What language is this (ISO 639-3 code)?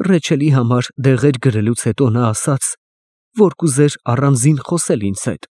hye